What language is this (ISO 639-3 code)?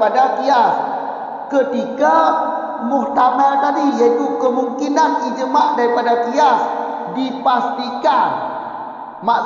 msa